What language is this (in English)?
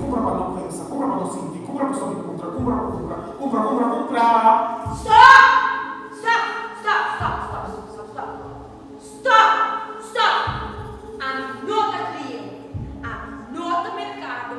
Papiamento